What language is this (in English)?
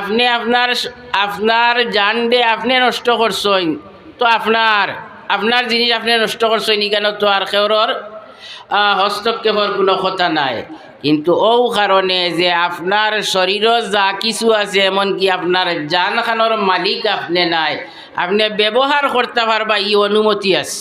Sylheti